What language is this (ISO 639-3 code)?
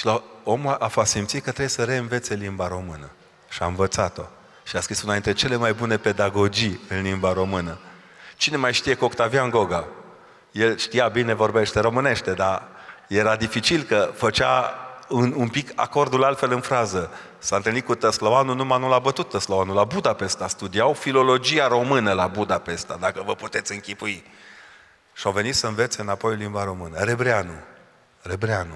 ron